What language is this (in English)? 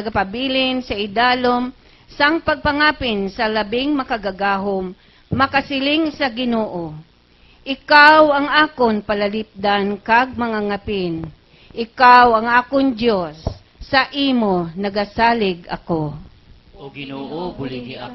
Hiligaynon